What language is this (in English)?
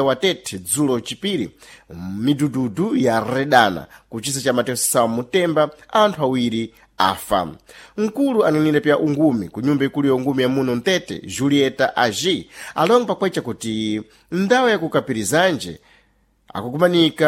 Sena